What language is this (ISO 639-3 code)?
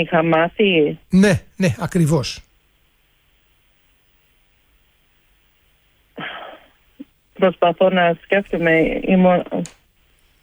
ell